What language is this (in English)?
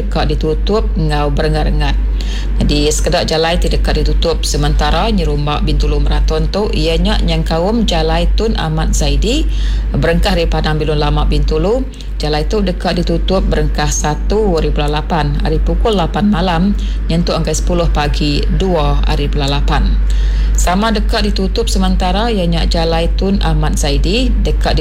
Iban